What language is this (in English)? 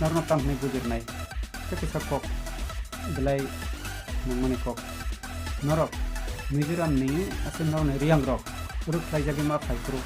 Kok Borok